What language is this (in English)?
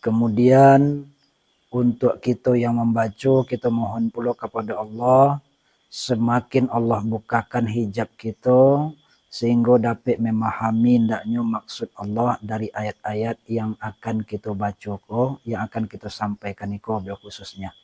Minangkabau